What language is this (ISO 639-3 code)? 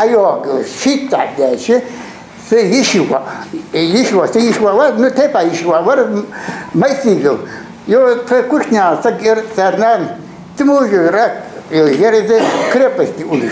inh